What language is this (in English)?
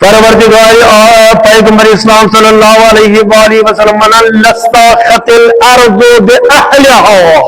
Kashmiri